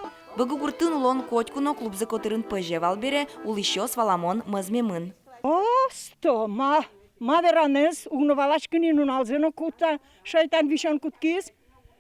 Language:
Udmurt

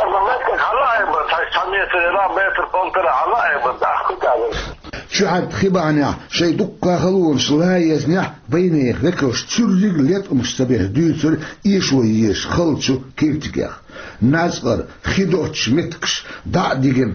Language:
Chechen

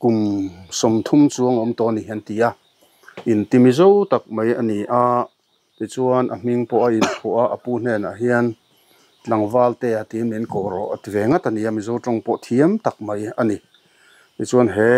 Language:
Mizo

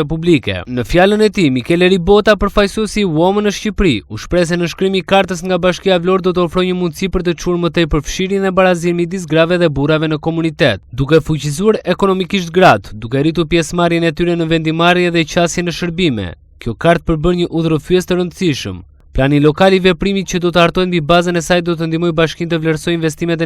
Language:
Albanian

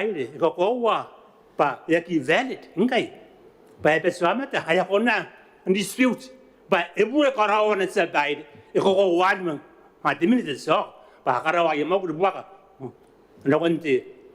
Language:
Gilbertese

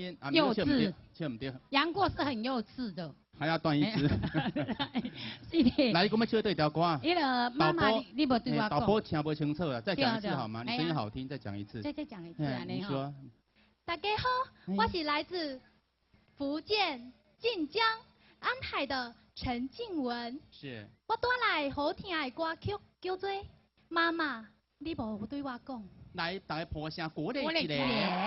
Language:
Min Nan Chinese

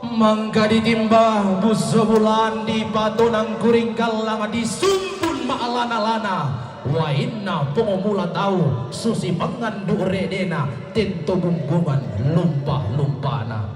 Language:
Toraja-Sa'dan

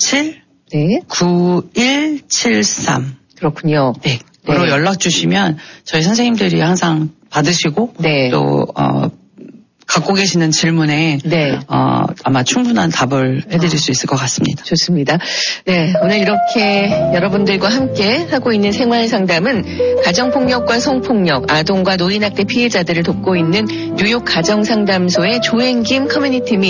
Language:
Korean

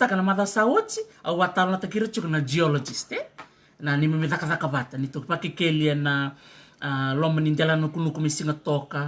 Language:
Fijian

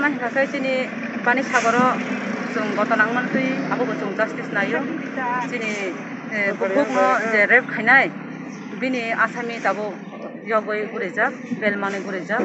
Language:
Kok Borok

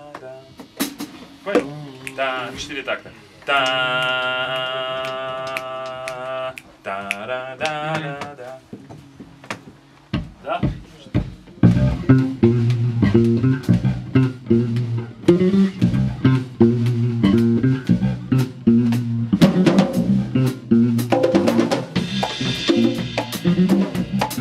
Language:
Russian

